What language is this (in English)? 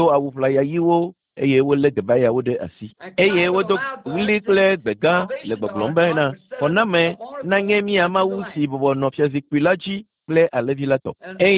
Ewe